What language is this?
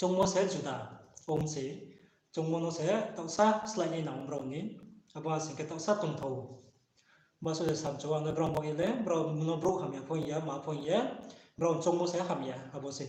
Riang (India)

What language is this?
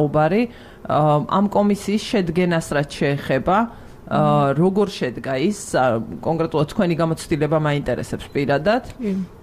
Georgian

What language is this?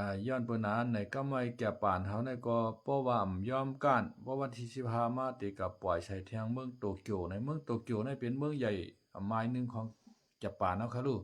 Shan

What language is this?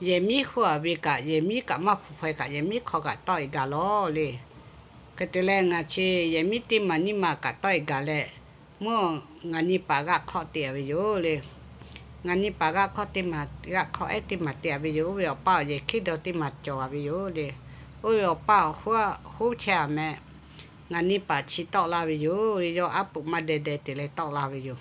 Lahu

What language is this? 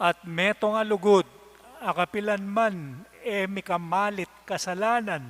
Pampanga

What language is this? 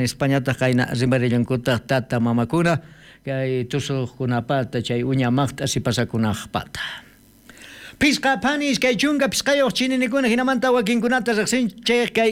South Bolivian Quechua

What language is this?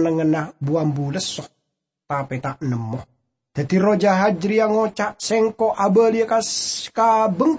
Madurese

